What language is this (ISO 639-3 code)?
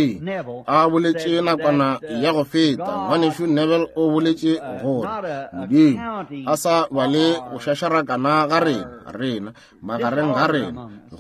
nso